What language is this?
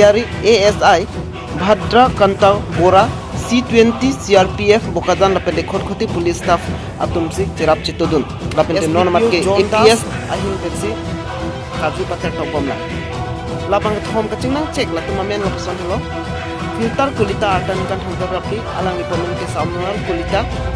Karbi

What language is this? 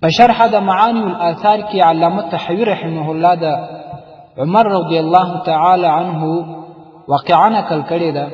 Pashto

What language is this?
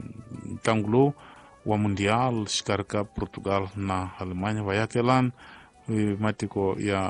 Tsonga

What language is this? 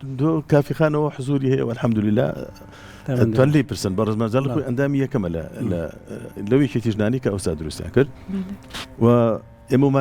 Central Kurdish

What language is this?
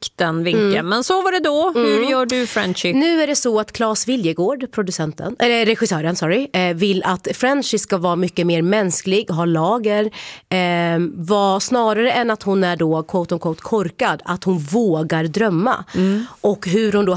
Swedish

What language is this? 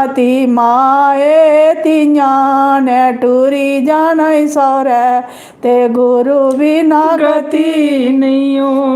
Dogri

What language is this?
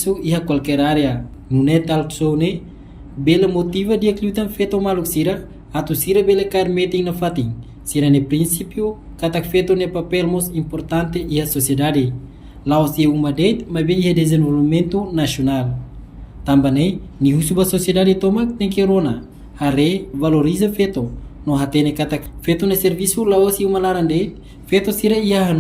Tetum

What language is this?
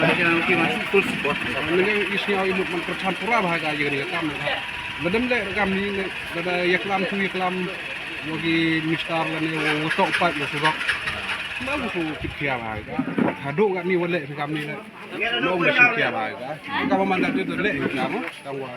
Khasi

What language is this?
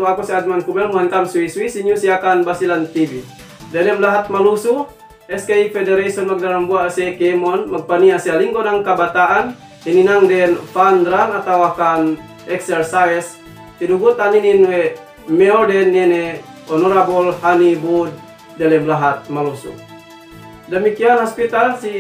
Yakan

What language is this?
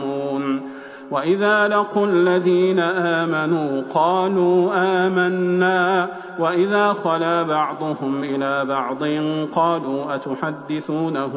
Arabic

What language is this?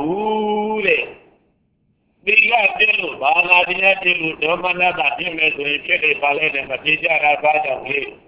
Burmese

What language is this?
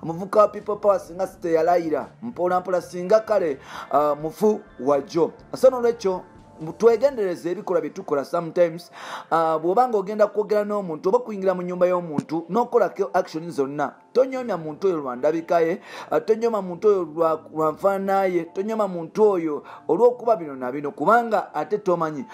Ganda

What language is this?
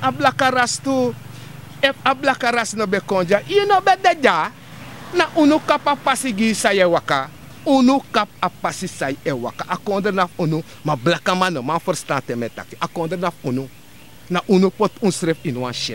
Sranan Tongo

